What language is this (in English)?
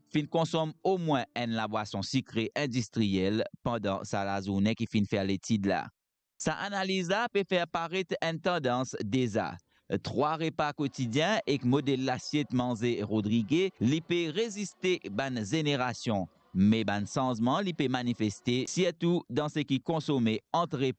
Morisyen